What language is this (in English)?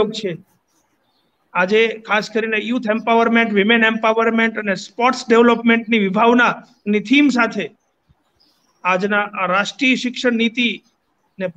Gujarati